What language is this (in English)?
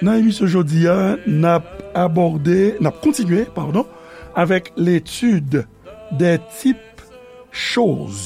Haitian Creole